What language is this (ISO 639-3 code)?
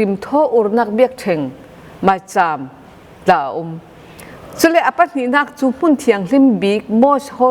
cfm